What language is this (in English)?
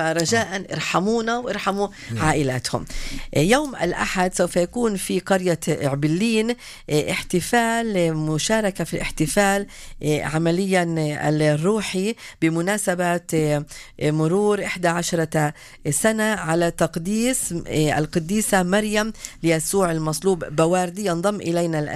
North Levantine Arabic